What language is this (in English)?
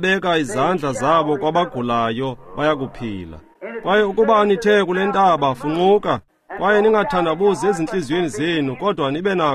Xhosa